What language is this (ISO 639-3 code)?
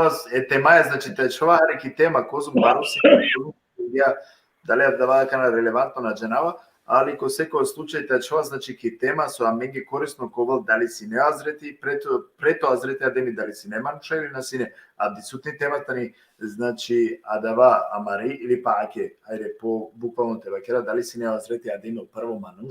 rmn